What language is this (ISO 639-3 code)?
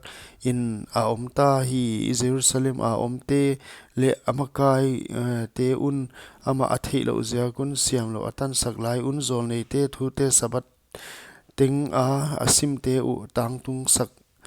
pck